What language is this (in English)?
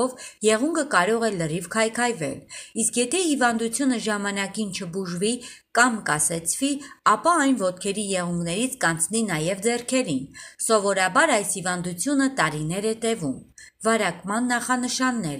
Armenian